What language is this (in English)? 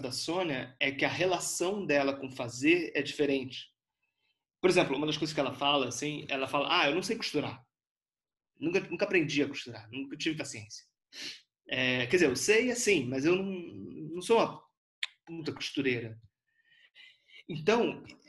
Portuguese